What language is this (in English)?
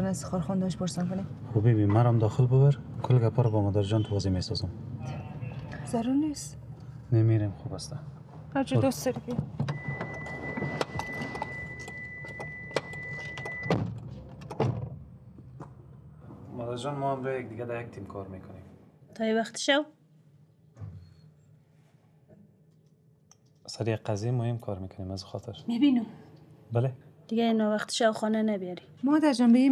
Persian